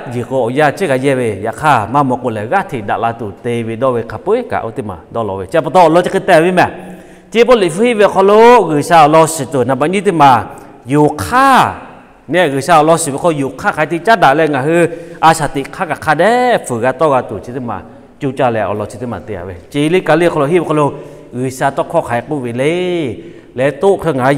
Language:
Lahu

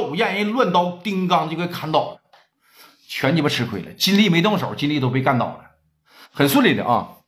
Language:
Chinese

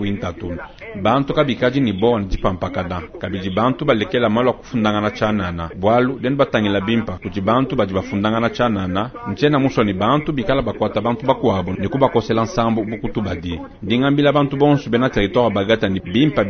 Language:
Luba-Lulua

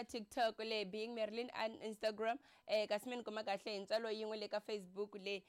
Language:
Tsonga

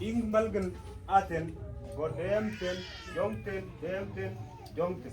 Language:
Mabaan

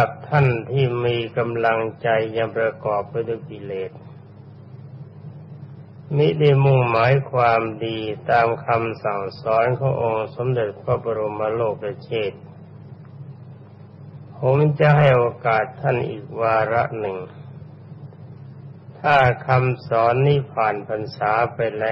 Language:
Thai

